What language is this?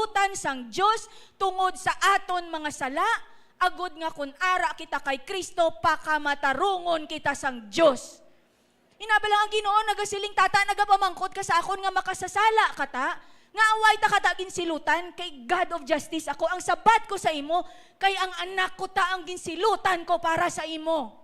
Hiligaynon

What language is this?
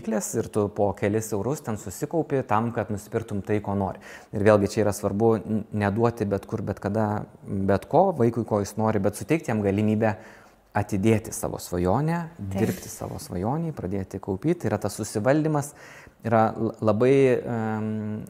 Lithuanian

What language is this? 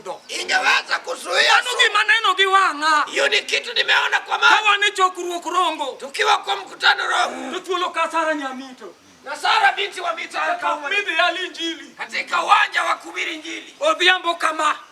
Luo (Kenya and Tanzania)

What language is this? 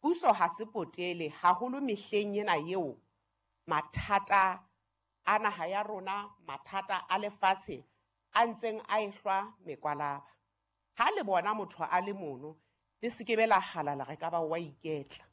Southern Sotho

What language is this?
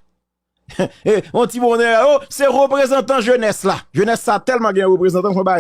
Haitian Creole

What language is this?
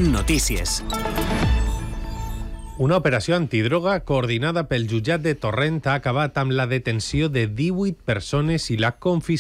Catalan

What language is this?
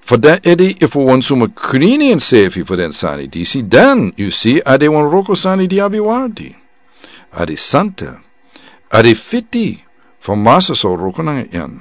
Sranan Tongo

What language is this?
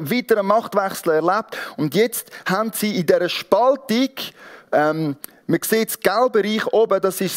Swiss German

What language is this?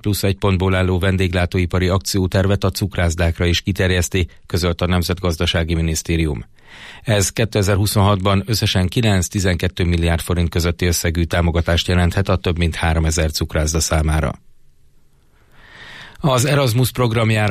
Hungarian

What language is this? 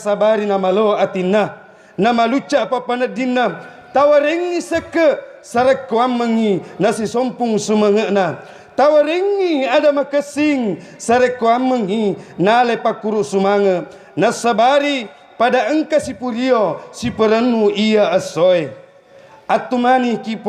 Buginese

